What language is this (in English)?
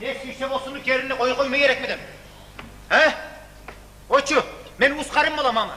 Kumyk